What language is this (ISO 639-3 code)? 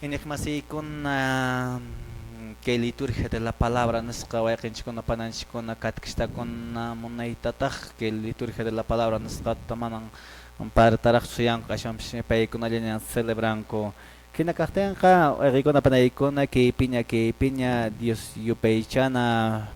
que